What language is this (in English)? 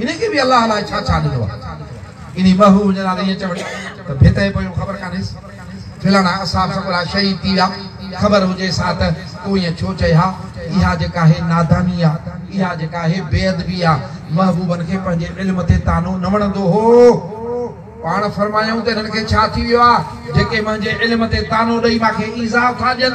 Sindhi